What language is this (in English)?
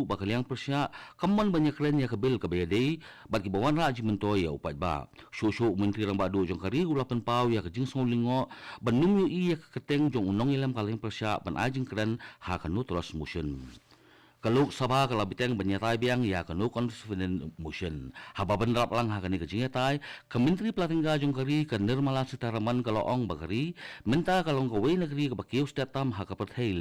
Khasi